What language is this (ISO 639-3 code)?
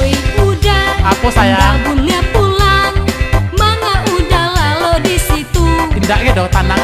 min